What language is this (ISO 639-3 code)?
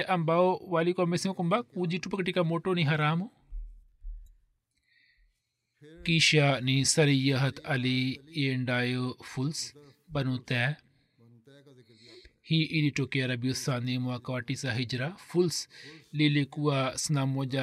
swa